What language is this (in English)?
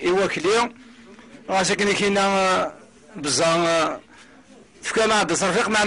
Kabyle